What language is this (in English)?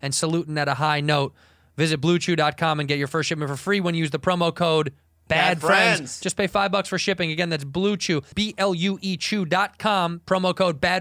English